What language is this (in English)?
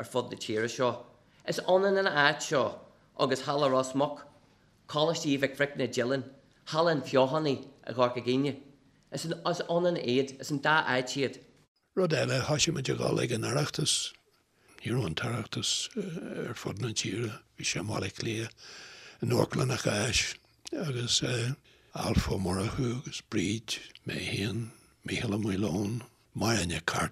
Irish